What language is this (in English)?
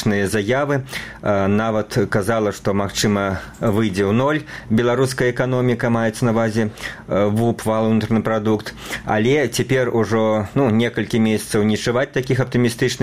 Belarusian